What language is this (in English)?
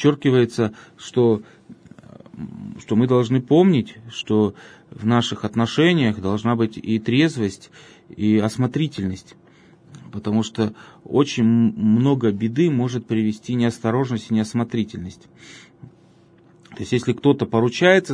Russian